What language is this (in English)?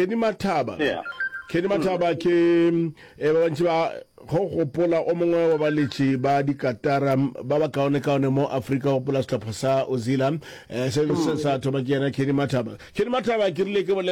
Northern Sotho